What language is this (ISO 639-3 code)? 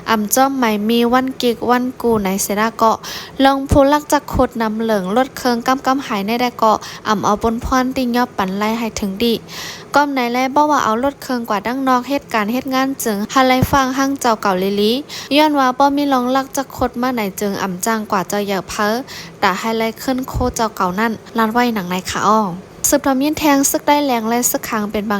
shn